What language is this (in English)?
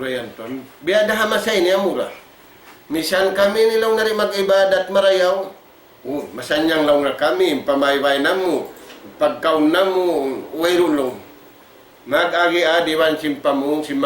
Tausug